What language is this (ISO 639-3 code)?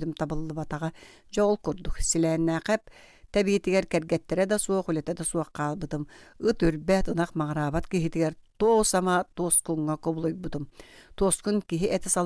sah